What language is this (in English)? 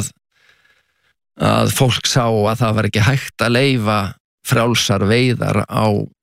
Icelandic